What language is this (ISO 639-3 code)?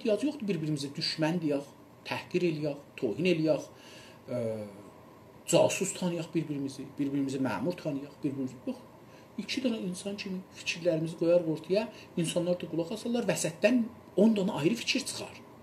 azb